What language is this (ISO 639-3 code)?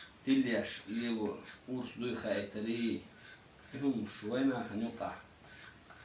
che